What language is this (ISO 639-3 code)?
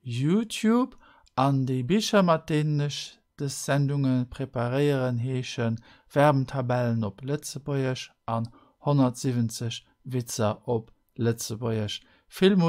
ltz